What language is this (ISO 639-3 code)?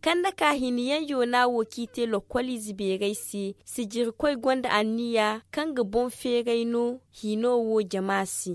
dje